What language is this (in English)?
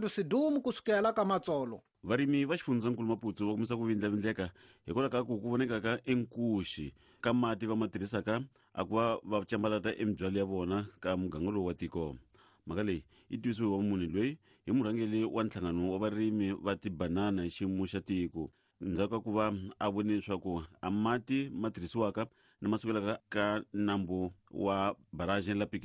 Tsonga